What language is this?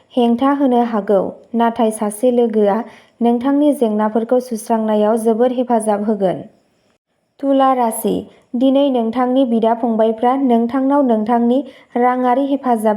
Bodo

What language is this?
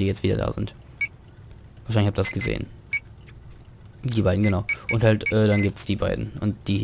German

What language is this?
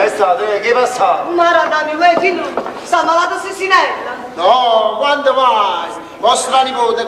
Neapolitan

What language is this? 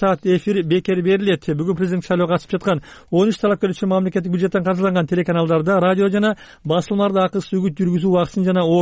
Kyrgyz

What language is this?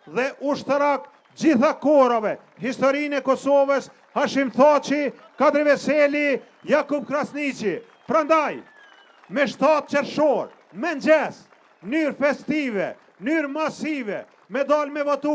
Albanian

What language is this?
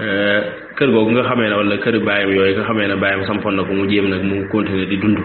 Wolof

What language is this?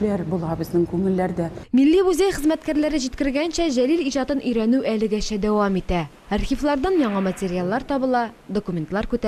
Tatar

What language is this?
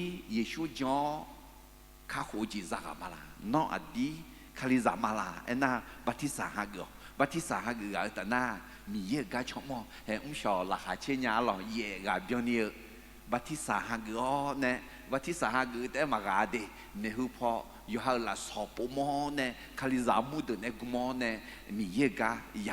Akha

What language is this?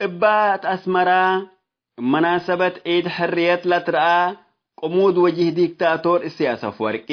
Tigre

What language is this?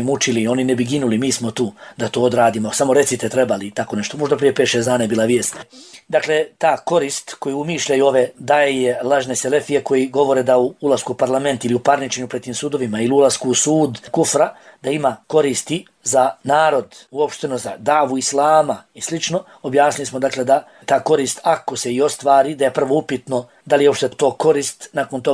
Bosnian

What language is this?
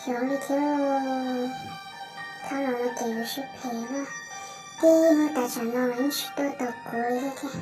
Hmong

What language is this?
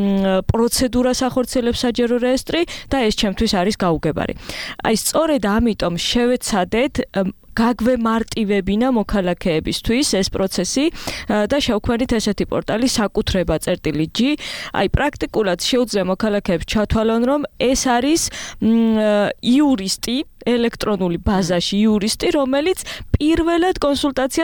Georgian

